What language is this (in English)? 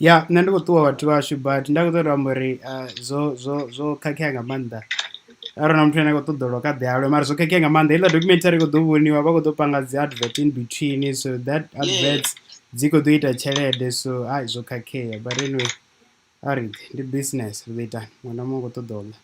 Venda